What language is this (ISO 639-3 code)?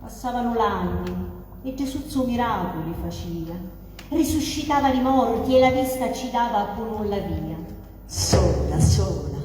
scn